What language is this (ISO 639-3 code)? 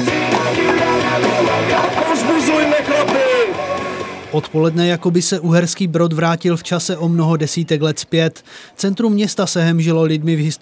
ces